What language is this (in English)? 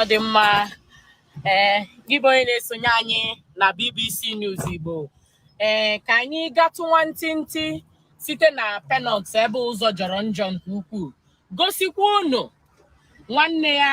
Igbo